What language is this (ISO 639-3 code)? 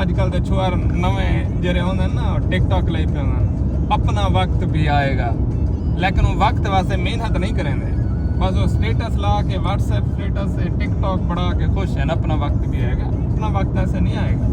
skr